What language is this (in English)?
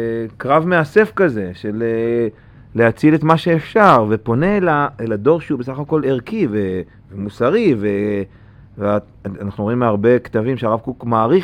Hebrew